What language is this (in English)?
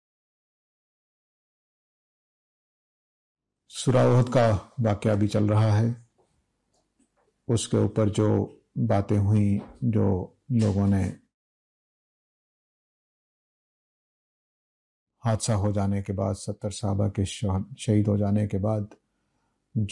Urdu